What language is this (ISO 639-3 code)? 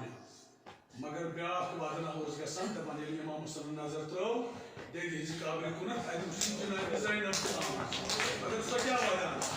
kas